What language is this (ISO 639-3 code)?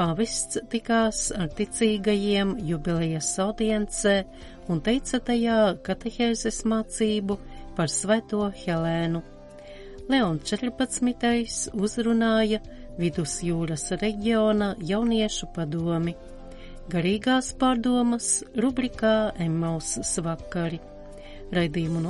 lav